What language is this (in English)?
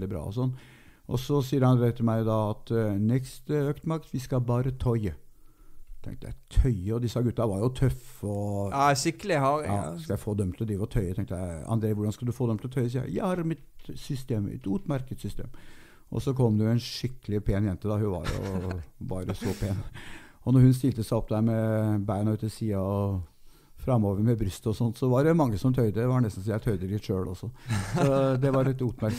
Norwegian